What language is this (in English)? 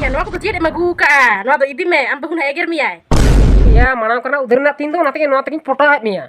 Santali